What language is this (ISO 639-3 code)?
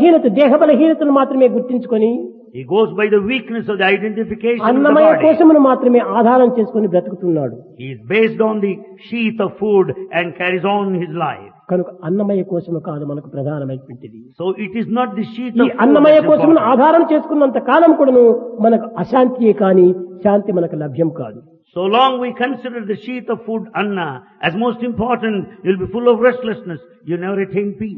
tel